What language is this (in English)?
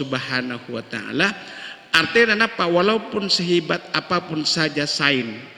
Madurese